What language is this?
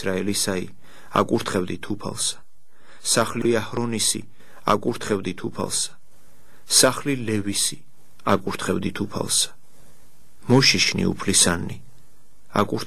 Georgian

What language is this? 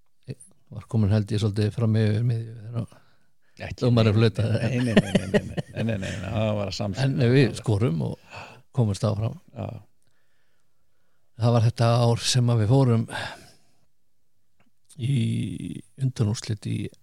Icelandic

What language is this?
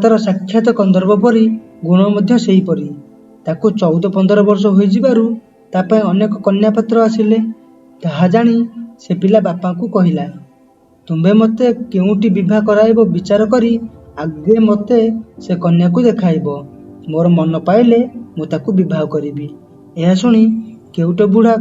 Odia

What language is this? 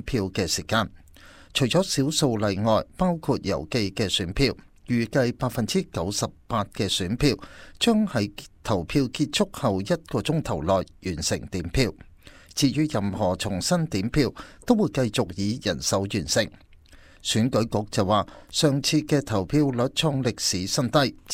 Cantonese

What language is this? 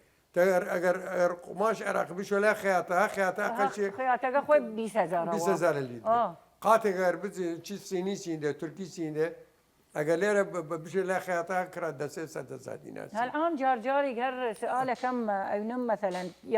Southern Kurdish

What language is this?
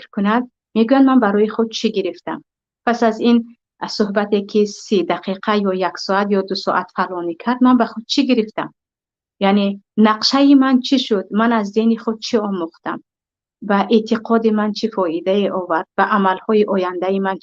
Tajik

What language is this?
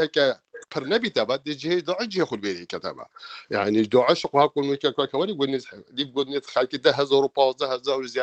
Kurdish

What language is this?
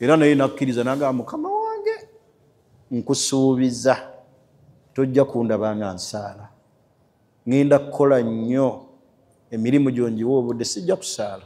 Ganda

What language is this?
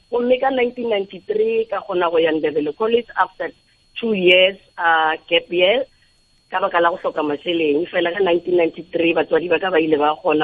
Northern Sotho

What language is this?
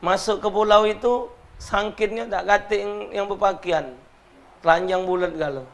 Musi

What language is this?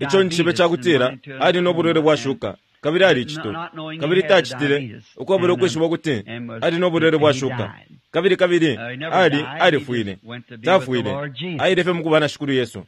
Bemba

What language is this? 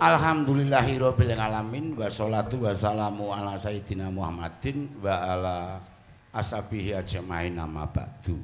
Javanese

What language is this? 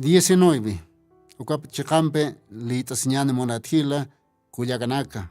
Aymara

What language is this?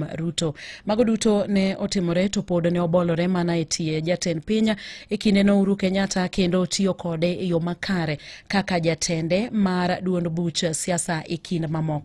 Luo (Kenya and Tanzania)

